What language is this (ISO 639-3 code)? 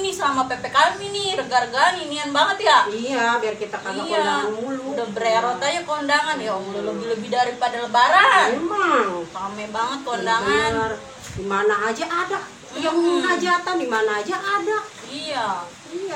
bew